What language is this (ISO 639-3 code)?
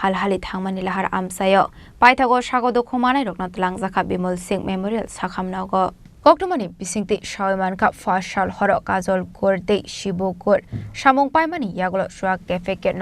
trp